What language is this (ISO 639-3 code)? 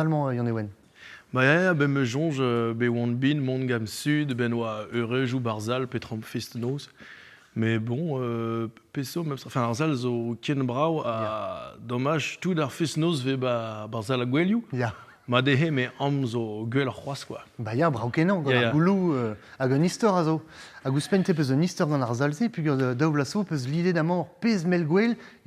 bre